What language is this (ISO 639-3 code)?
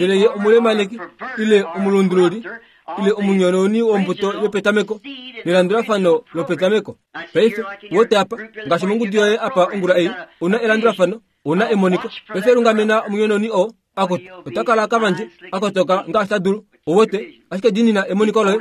kua